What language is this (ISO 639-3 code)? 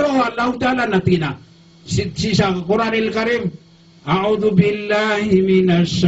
mrw